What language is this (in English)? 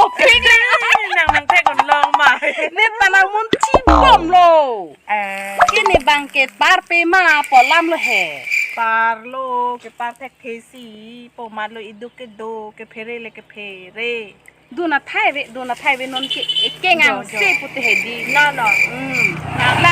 Karbi